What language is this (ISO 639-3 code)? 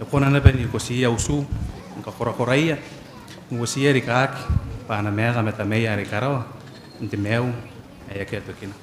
gil